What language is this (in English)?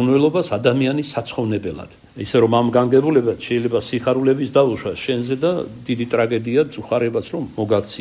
Georgian